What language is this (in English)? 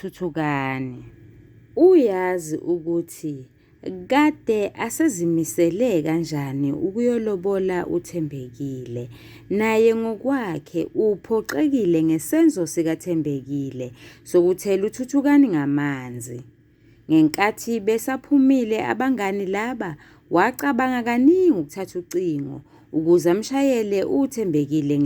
Zulu